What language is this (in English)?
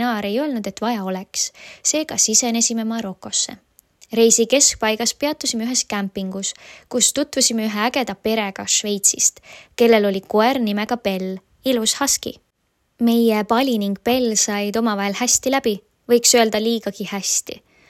Estonian